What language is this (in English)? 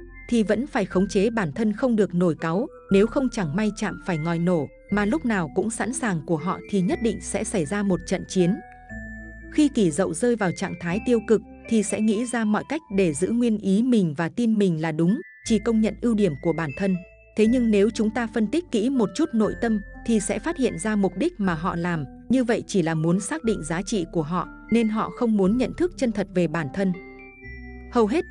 Vietnamese